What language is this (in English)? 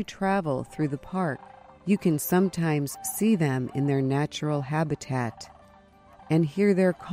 English